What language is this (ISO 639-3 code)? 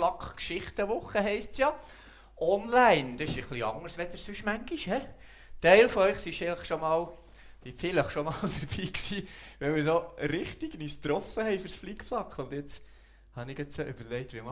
gsw